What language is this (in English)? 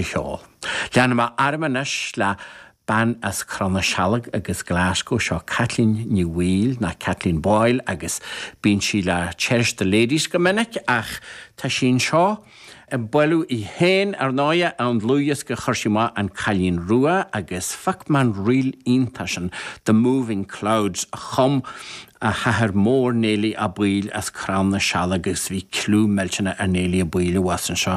Irish